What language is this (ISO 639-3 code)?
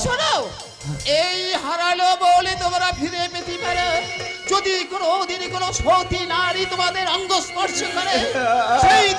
ben